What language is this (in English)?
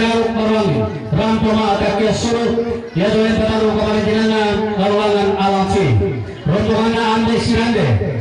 Toraja-Sa'dan